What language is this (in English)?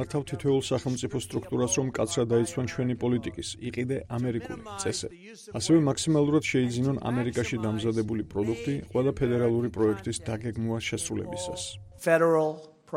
Georgian